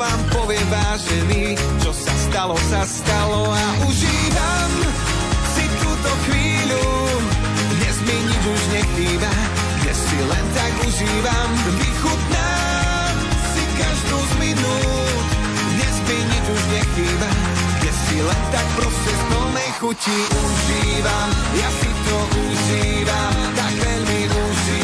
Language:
Slovak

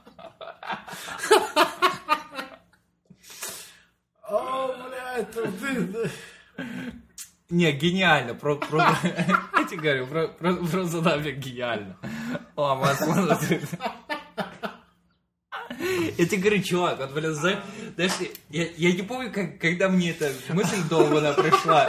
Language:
Russian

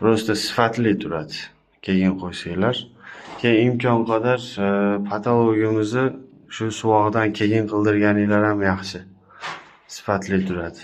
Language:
Uzbek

